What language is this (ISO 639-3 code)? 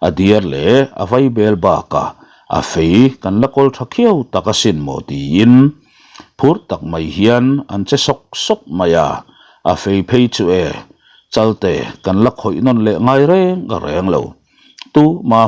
lus